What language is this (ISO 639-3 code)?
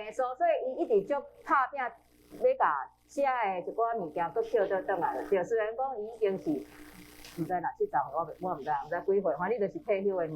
nan